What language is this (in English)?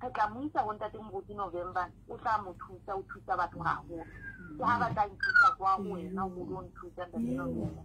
Southern Sotho